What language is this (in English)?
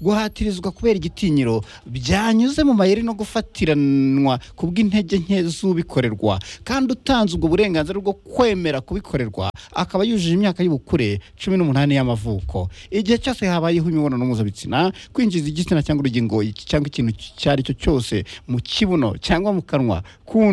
Kinyarwanda